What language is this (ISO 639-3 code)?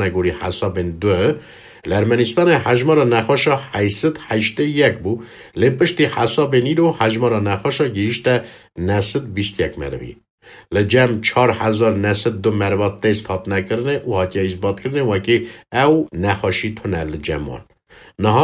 kur